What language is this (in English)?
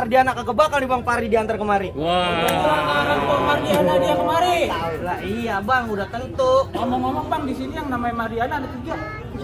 Betawi